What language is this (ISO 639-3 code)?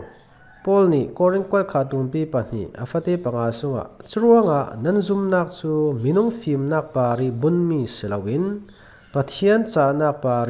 cfm